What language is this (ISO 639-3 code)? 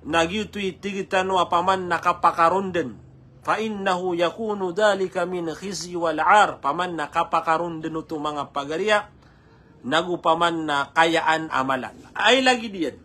mrw